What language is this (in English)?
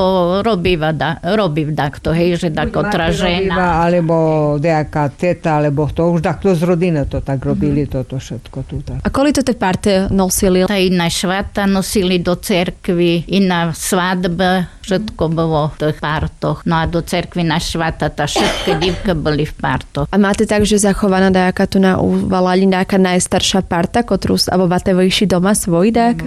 Slovak